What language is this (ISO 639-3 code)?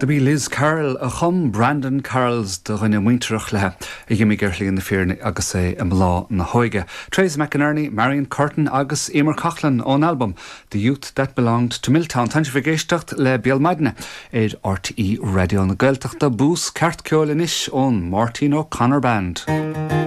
gle